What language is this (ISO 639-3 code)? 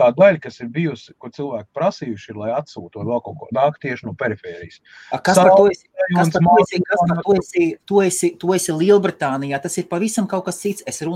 lav